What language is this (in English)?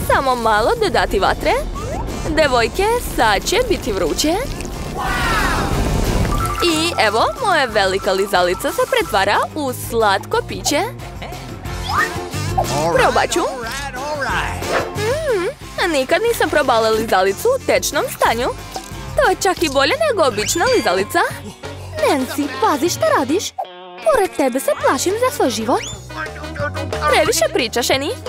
Serbian